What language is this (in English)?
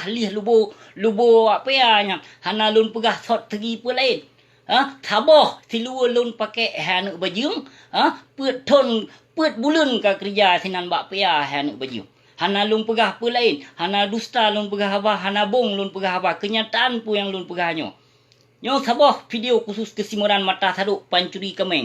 Achinese